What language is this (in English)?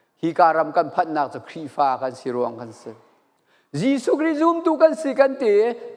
Falam Chin